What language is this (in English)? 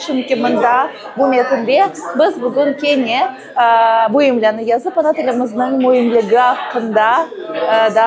Crimean Tatar